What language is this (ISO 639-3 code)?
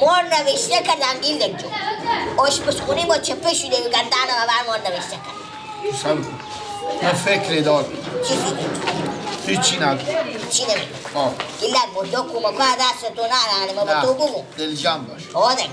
fas